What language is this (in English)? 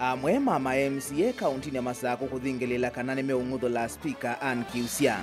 Kamba